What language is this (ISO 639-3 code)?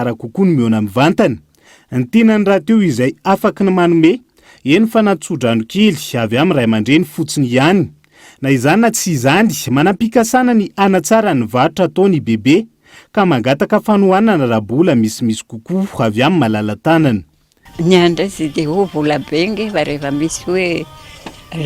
mlg